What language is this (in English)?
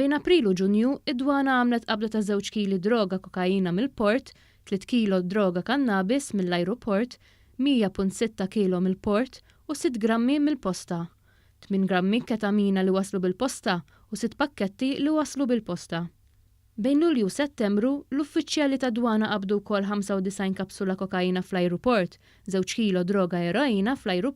Maltese